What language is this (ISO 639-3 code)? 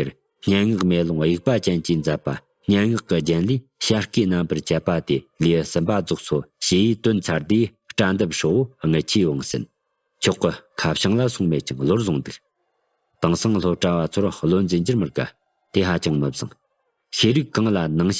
bod